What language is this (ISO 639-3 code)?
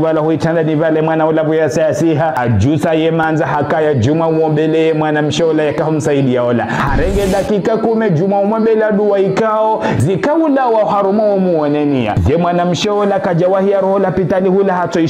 zdj